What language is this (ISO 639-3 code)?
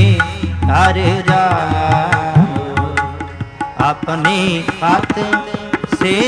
pan